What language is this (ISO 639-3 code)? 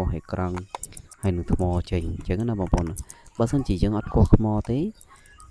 khm